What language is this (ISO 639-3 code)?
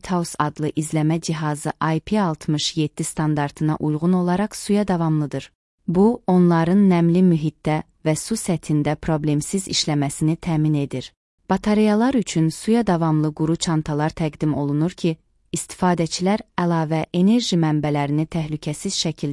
aze